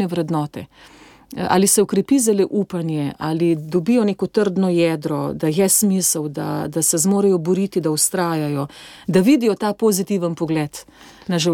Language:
Slovenian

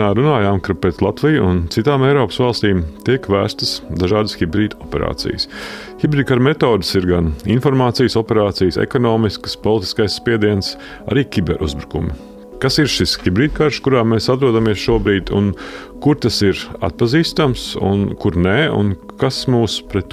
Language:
Latvian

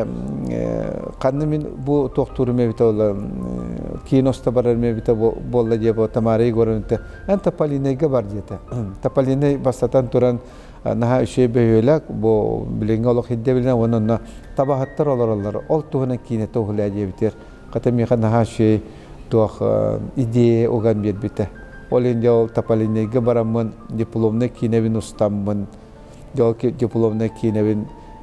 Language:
Yakut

